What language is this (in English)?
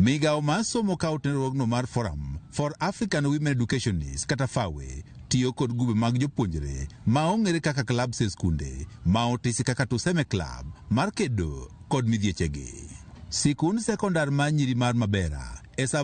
Luo (Kenya and Tanzania)